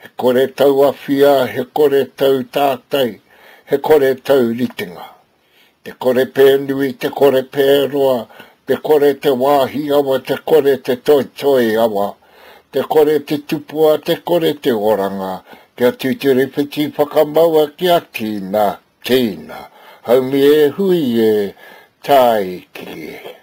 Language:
Māori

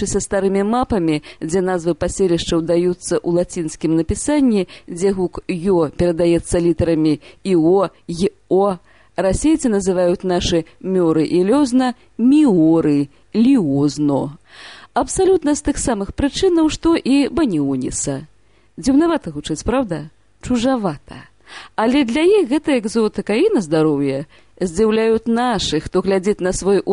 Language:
Belarusian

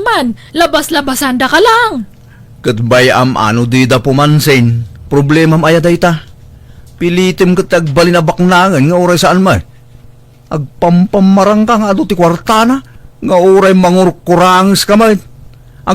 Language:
Iloko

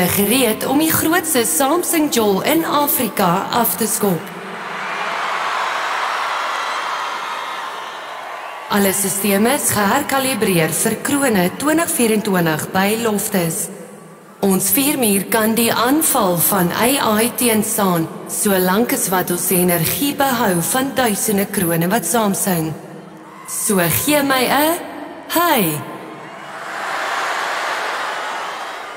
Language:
Afrikaans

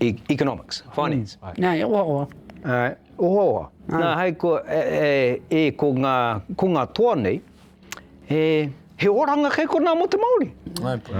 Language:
Māori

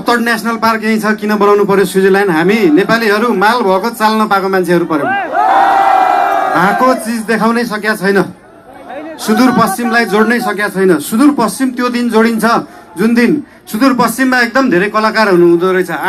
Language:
Nepali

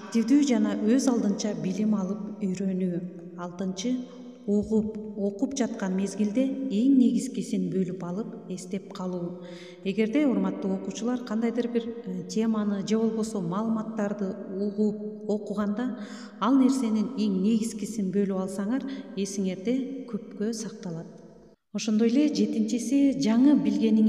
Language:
Kyrgyz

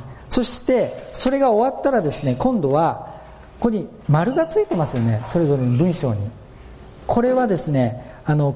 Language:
Japanese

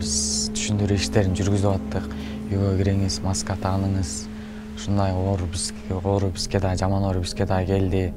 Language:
Kyrgyz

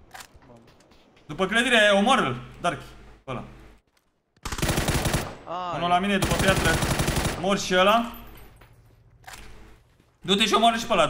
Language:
Romanian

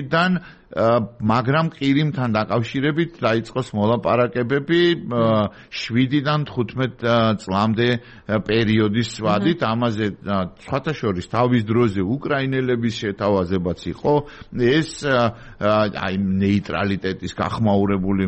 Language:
Georgian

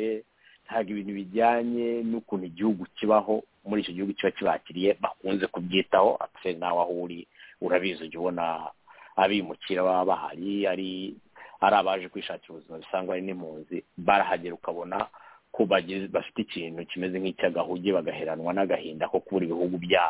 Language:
Kinyarwanda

